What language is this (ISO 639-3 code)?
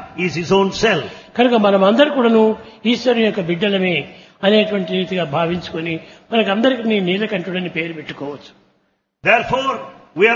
tel